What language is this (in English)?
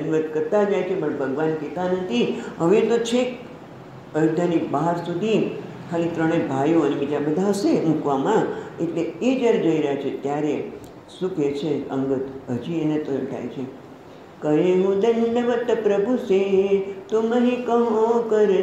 Gujarati